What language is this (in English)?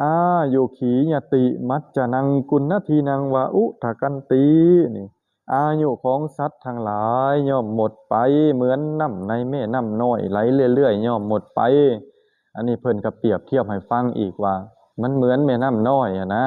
Lao